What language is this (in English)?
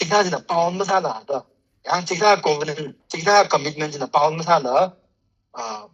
Tangkhul Naga (India)